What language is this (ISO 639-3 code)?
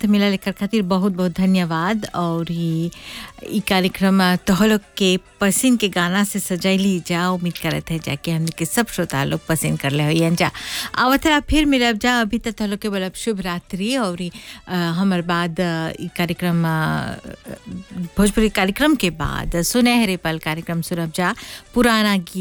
bho